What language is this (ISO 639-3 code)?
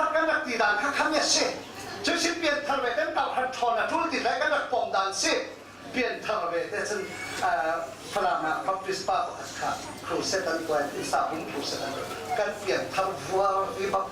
cfm